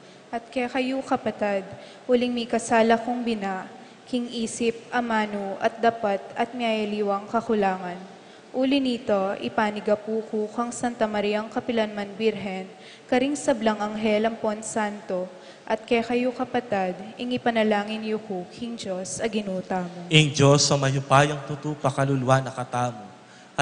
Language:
Pampanga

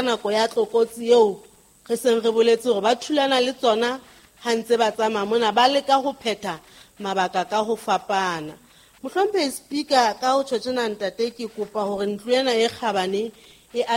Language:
Southern Sotho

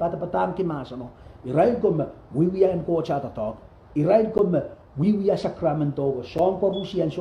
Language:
Pohnpeian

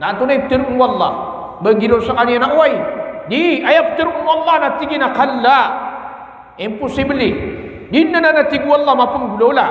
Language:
Maranao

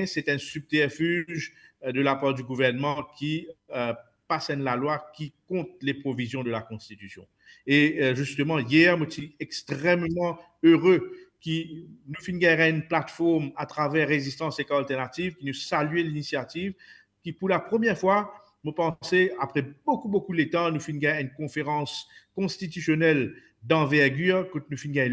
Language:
Morisyen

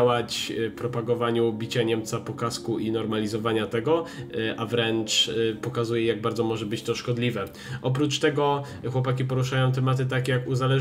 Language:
Polish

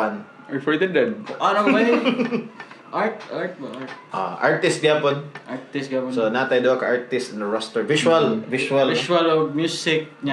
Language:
Cebuano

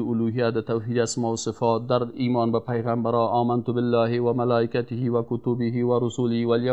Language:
Persian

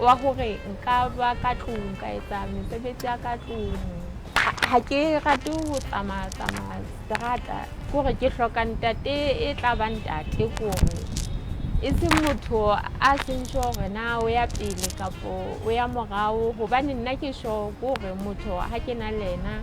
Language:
Southern Sotho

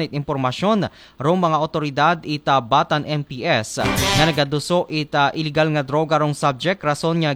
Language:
Aklanon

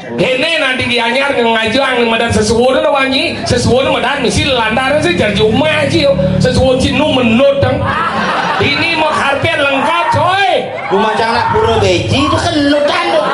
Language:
Balinese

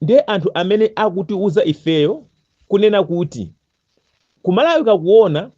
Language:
Nyanja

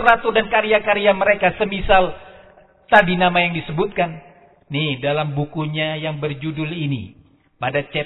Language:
Indonesian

